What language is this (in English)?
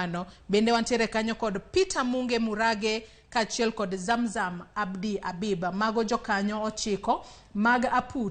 Luo (Kenya and Tanzania)